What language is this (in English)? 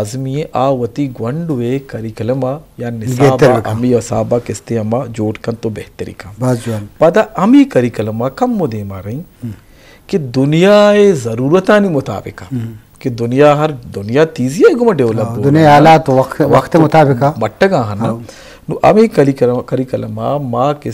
Eastern Balochi